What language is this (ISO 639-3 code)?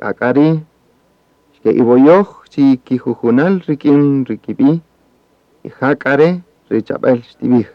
cak